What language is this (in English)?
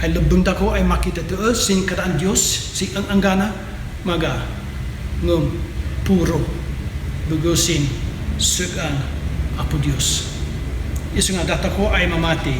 Kankanaey